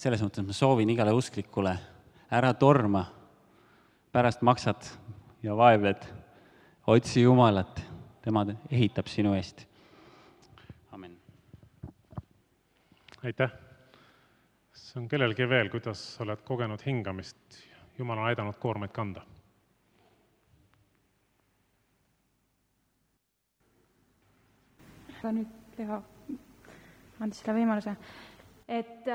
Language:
Estonian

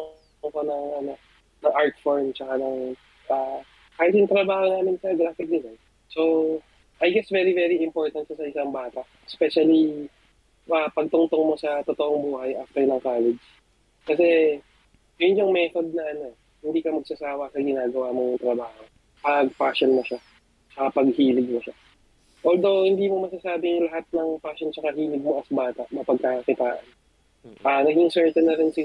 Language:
Filipino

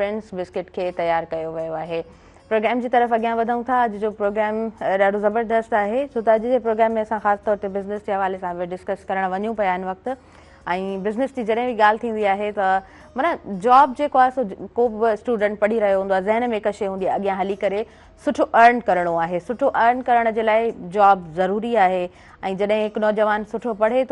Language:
Sindhi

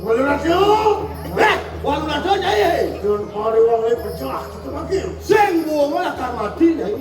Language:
Balinese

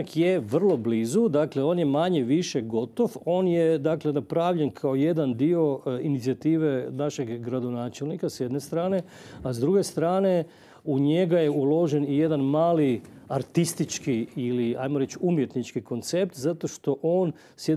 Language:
Croatian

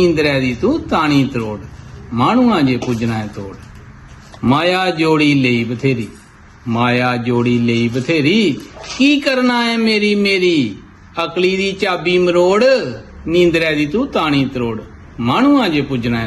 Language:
Dogri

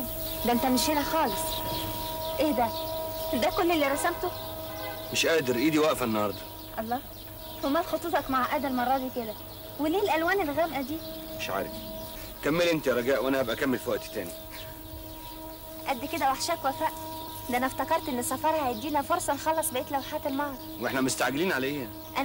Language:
Egyptian Arabic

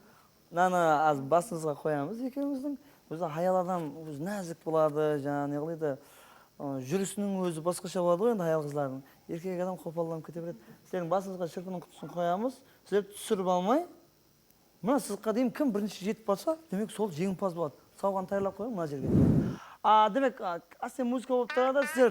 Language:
Kara-Kalpak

